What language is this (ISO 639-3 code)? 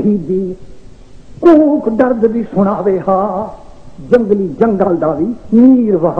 skr